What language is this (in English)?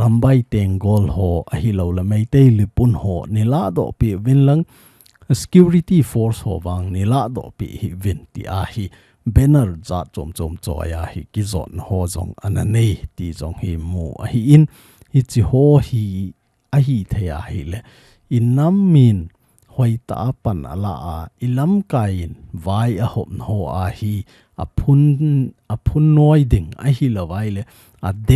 Thado Chin